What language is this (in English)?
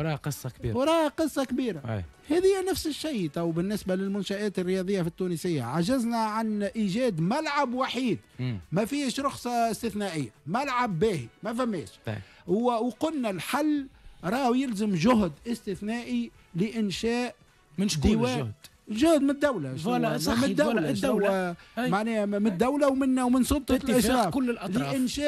Tunisian Arabic